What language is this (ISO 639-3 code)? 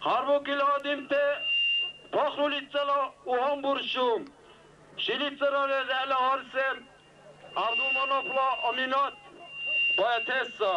dar